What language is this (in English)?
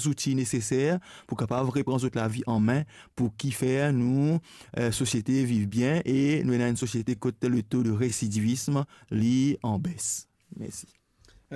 Morisyen